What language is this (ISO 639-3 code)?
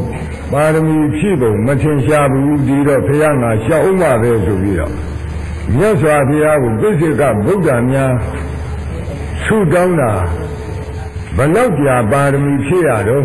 mya